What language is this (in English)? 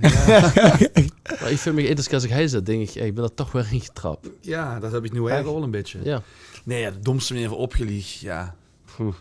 Limburgish